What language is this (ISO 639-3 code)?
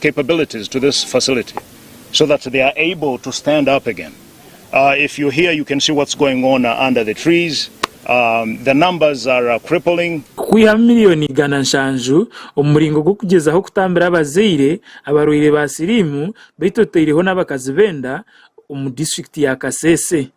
nyn